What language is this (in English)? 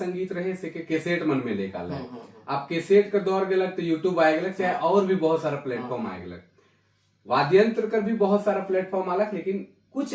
Sadri